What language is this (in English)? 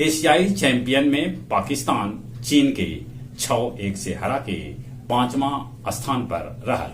Magahi